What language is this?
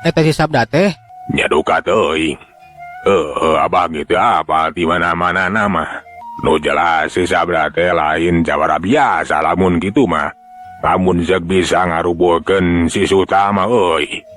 Sundanese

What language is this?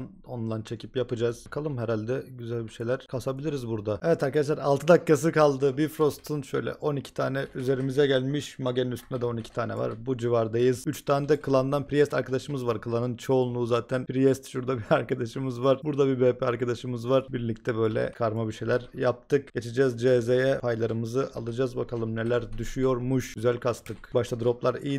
Turkish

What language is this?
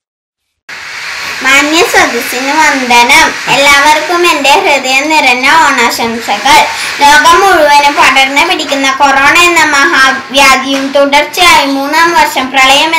Malayalam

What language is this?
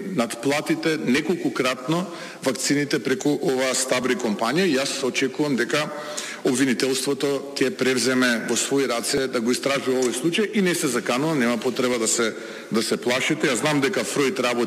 Macedonian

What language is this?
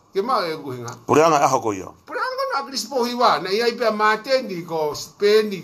Tongan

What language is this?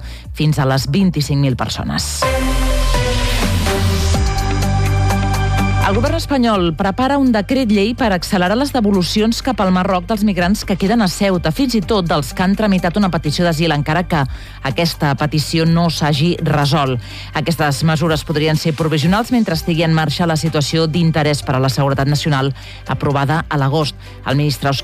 Catalan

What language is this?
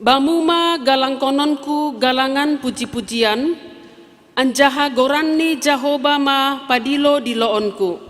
Batak Simalungun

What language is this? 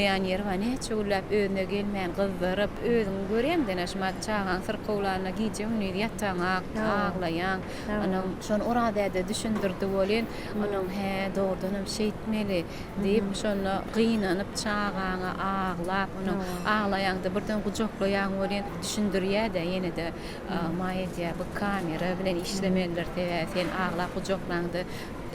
Turkmen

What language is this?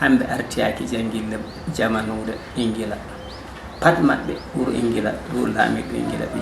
Fula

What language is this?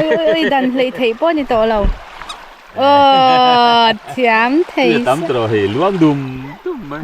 Mizo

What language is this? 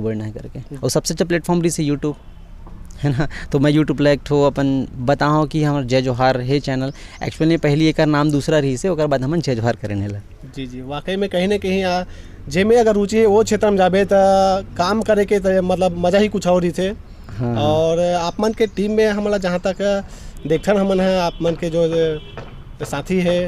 Chhattisgarhi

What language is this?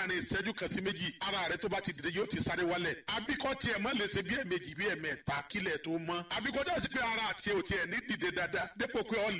Yoruba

